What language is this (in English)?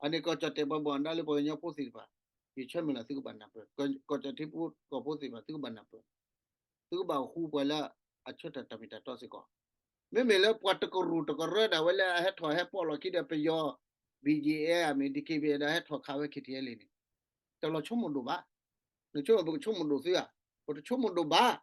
S'gaw Karen